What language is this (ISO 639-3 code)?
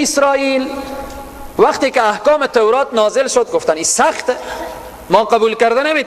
fas